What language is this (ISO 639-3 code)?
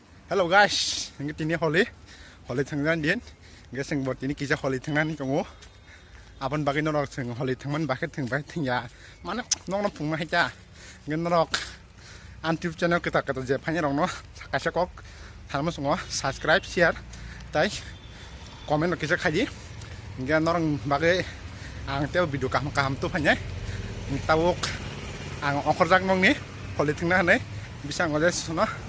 trp